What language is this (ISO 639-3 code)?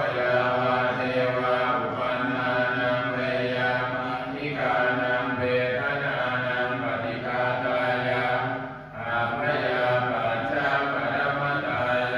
pli